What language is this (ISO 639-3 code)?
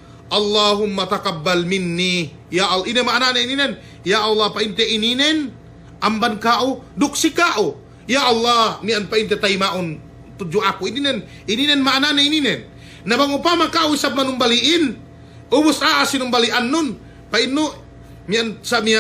yka